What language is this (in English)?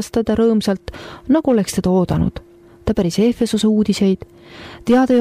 Estonian